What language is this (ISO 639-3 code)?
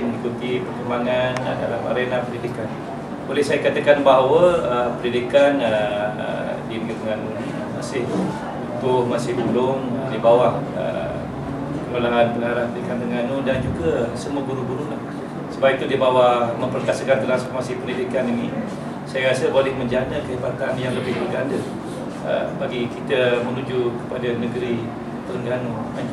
msa